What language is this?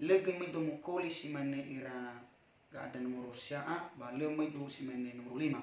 Nias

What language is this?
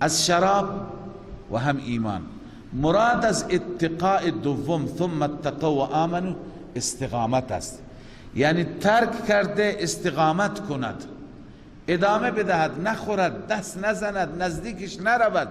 Persian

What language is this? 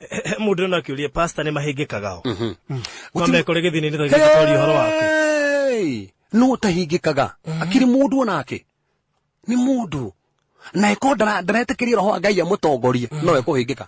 Kikuyu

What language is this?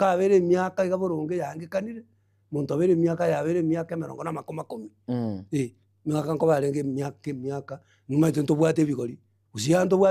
Gusii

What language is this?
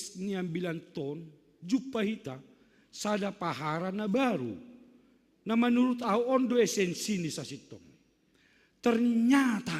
Batak Simalungun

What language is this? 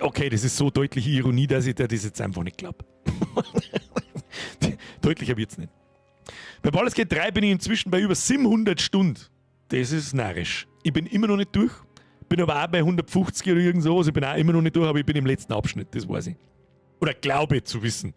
Bavarian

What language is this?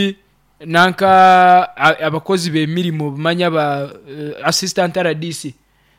Nyoro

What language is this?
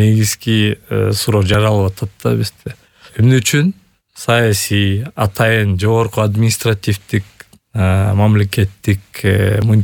Kyrgyz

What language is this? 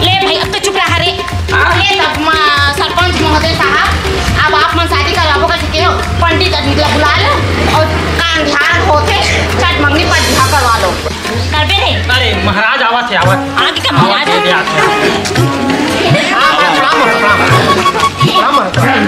Chhattisgarhi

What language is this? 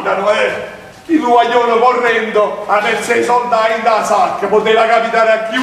Neapolitan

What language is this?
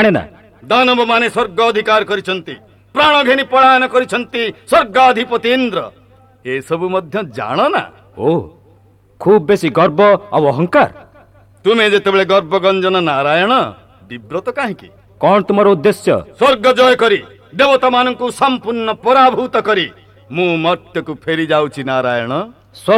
Odia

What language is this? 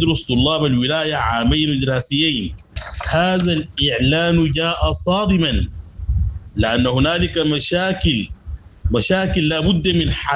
Sudanese Arabic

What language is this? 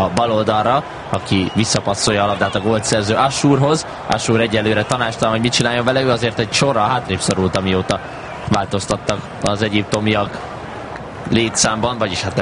Hungarian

